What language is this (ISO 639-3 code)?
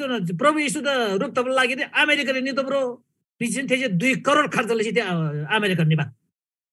taj